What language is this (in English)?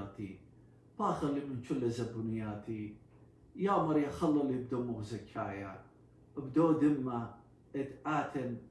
Assyrian Neo-Aramaic